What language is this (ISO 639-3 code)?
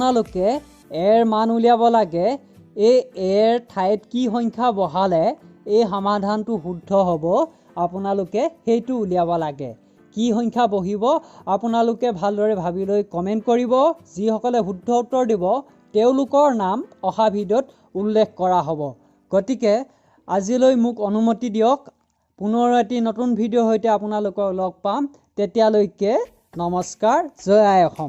asm